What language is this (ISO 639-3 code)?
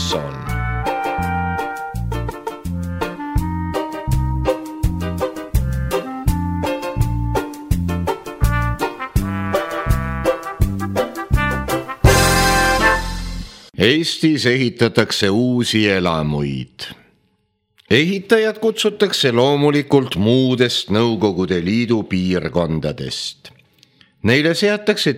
est